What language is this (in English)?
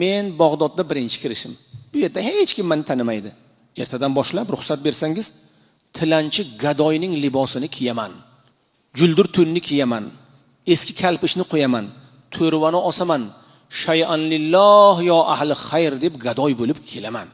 Uzbek